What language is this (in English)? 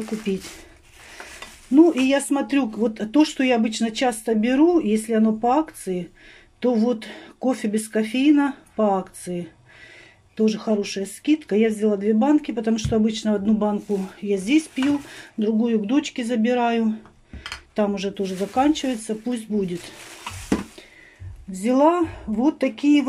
Russian